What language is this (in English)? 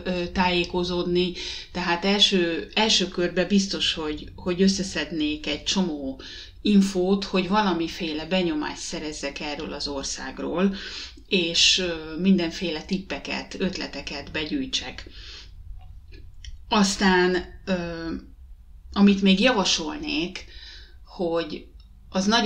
Hungarian